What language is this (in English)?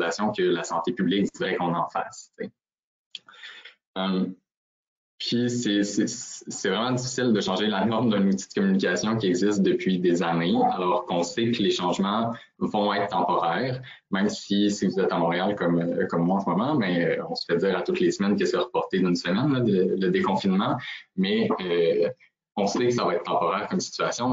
French